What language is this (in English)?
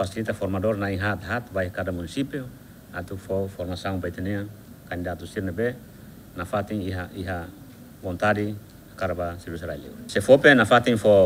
Tetum